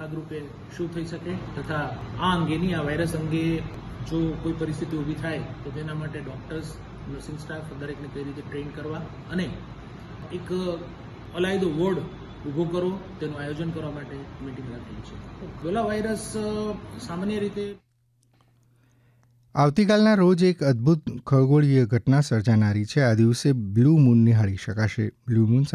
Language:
Gujarati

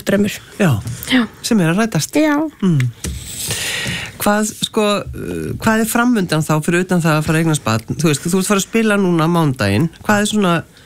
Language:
Icelandic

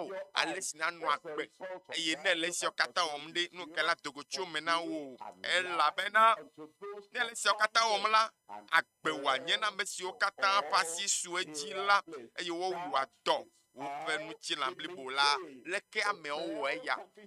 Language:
Ewe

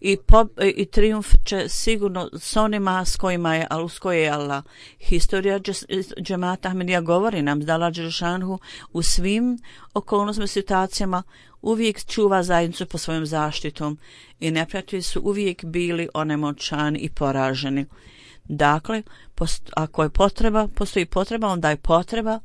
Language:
Bosnian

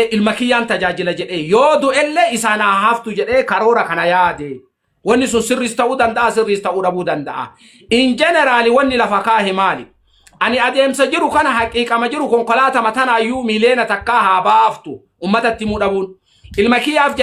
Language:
Oromo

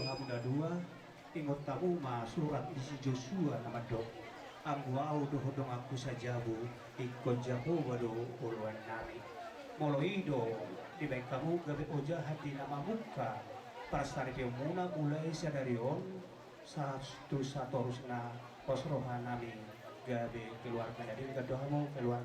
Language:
Batak Toba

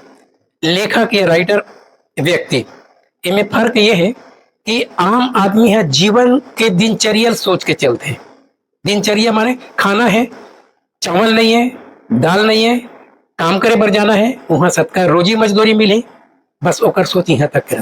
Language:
Chhattisgarhi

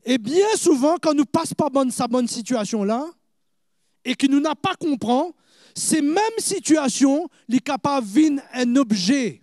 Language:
Morisyen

